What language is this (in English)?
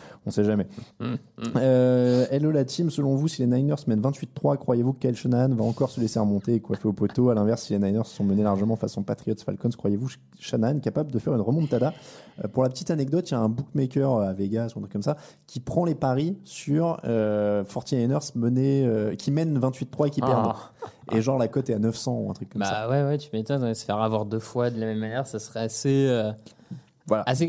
French